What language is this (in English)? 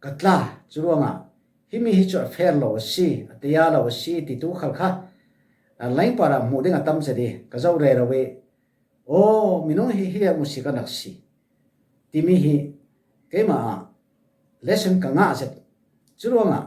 Falam Chin